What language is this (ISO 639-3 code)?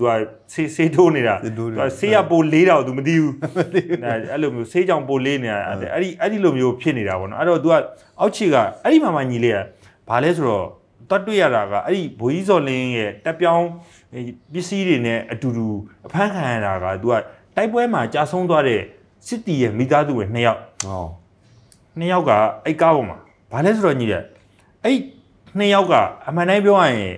mya